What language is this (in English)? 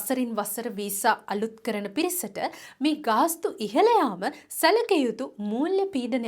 Sinhala